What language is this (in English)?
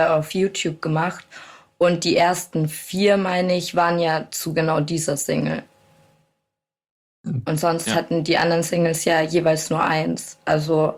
German